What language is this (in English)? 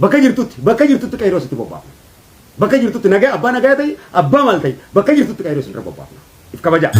Oromo